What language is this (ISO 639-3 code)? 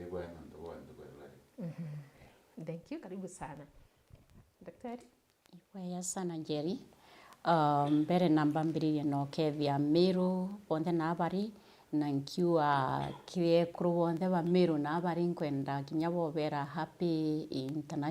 mer